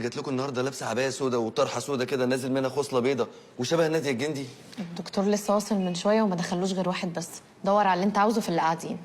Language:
Egyptian Arabic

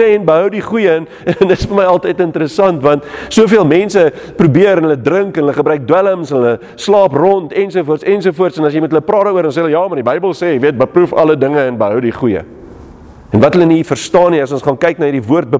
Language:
Afrikaans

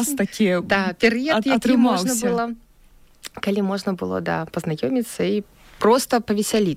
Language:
Belarusian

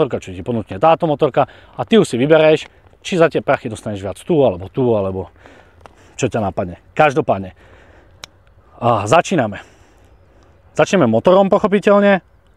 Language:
Slovak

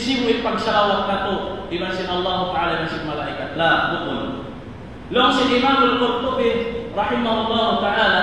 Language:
Tausug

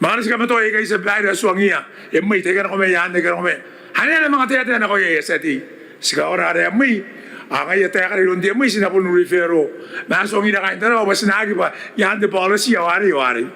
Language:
Gilbertese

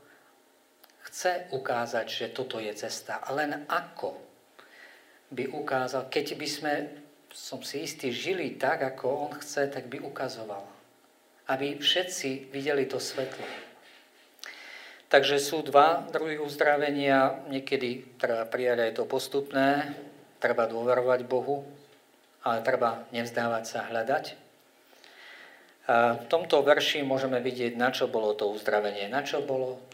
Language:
Slovak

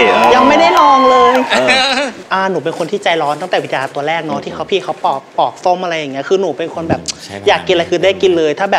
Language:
Thai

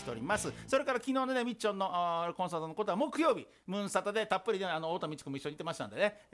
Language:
Japanese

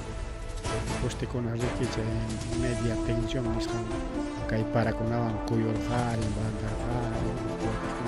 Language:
Ayacucho Quechua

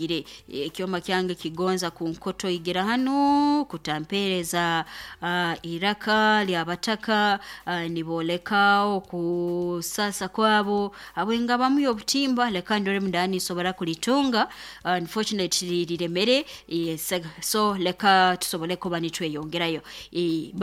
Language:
Nyoro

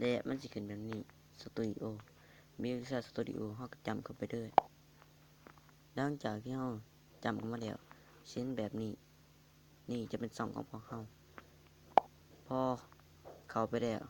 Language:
Lao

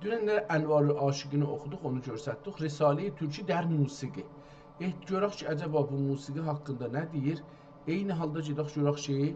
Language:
South Azerbaijani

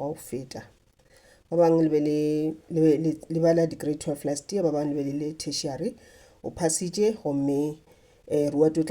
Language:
Northern Sotho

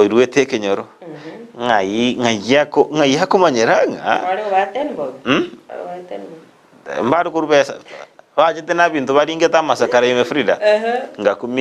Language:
Gusii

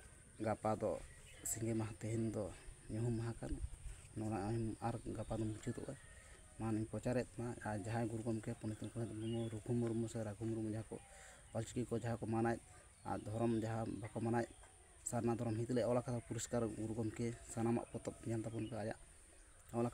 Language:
Santali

